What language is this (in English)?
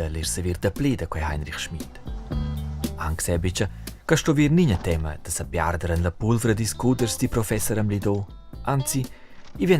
Romansh